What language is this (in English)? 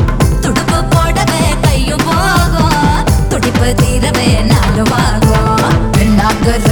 Tamil